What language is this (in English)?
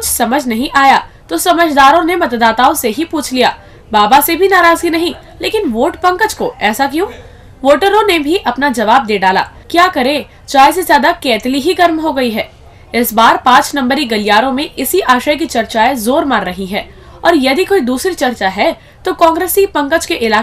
Hindi